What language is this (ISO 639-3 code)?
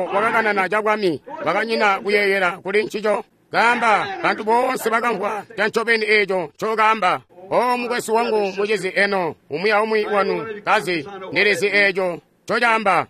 toi